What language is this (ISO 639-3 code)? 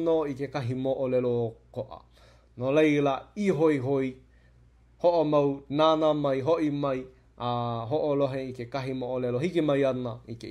haw